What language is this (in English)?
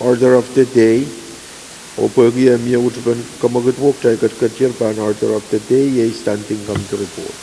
Pohnpeian